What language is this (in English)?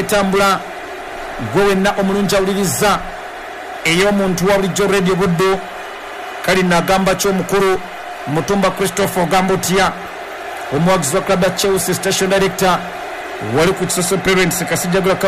Ganda